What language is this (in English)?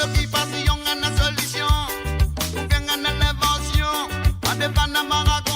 Morisyen